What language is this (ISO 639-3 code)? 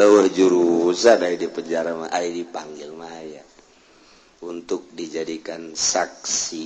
sun